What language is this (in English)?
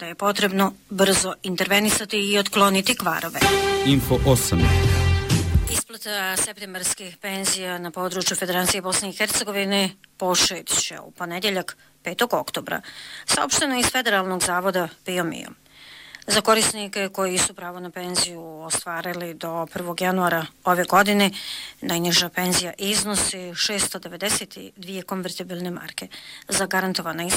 Bosnian